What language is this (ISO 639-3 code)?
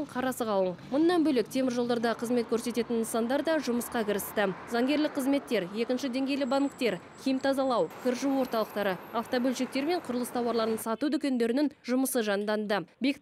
kaz